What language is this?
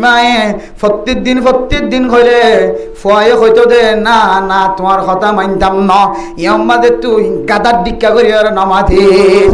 Rohingya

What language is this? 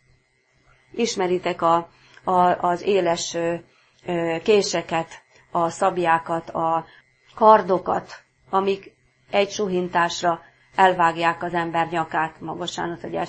Hungarian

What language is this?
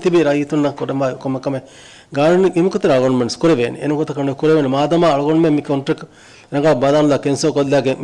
Divehi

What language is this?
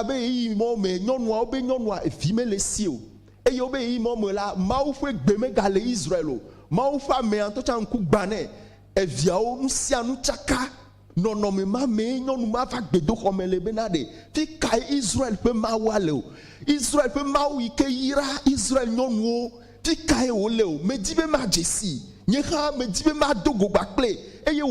Ewe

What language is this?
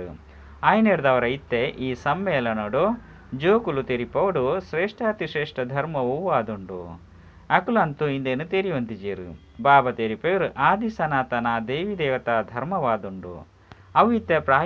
Tulu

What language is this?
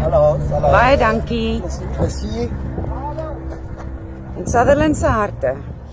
Afrikaans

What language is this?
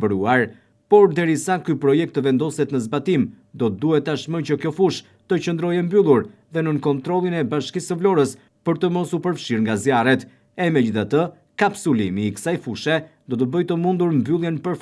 Albanian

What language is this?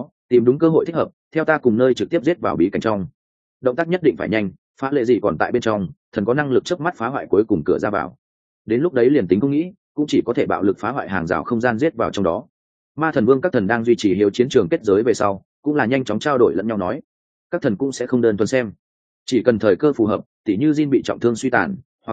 Vietnamese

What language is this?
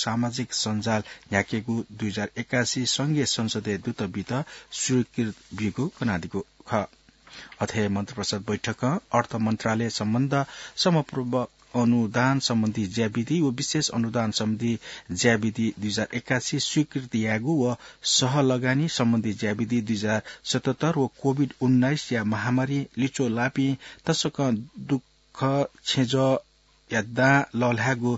Newari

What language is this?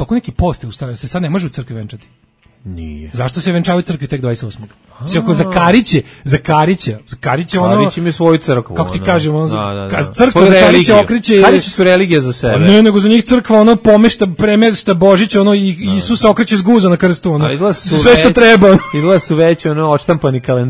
Serbian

